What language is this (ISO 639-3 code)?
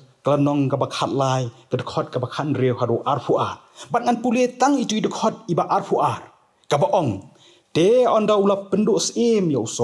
kha